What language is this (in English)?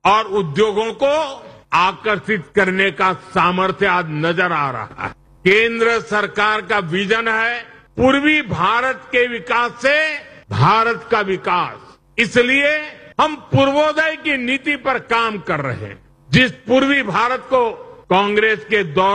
Hindi